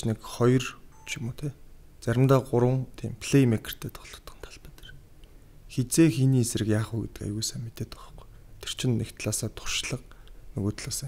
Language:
Mongolian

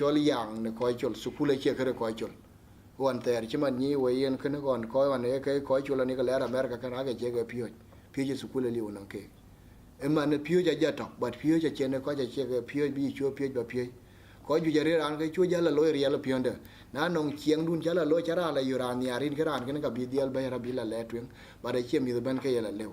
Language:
Dinka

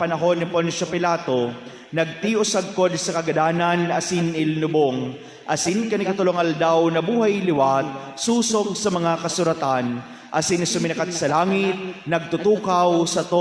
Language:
Bikol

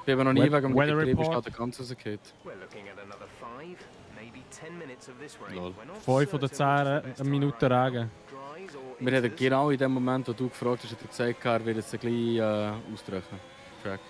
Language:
Swiss German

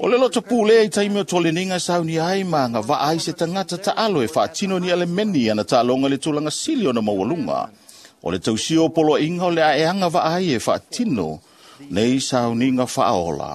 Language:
Samoan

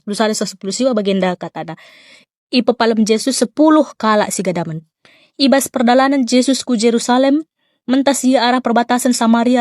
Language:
Batak Karo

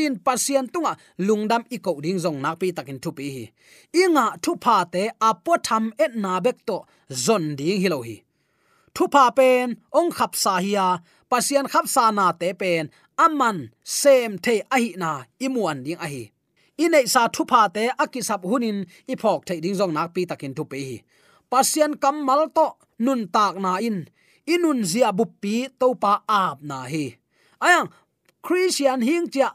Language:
Tedim Chin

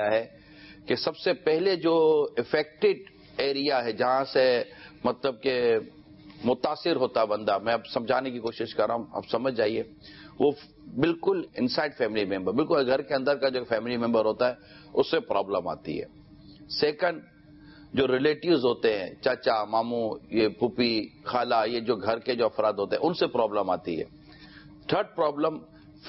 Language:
Urdu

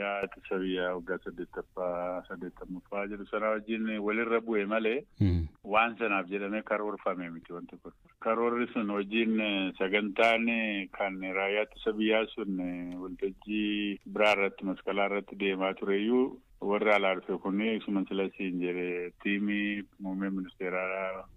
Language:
Oromo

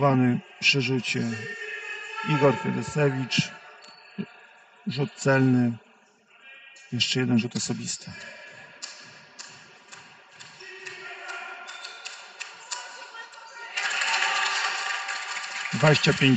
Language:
Polish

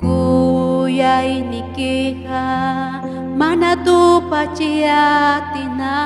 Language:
Ayacucho Quechua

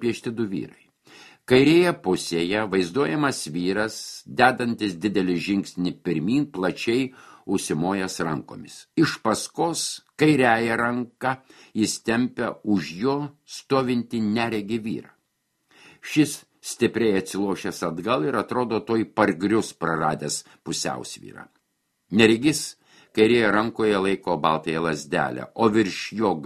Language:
Lithuanian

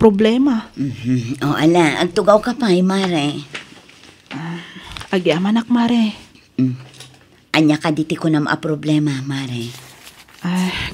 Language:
Iloko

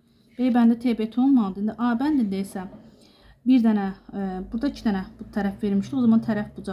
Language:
Azerbaijani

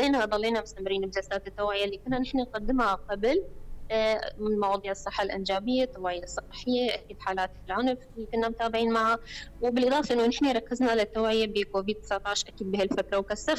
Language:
North Levantine Arabic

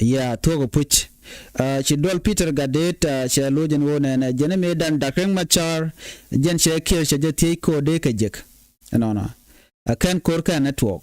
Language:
Nuer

